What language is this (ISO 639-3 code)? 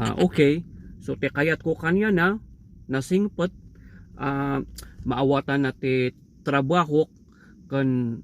ilo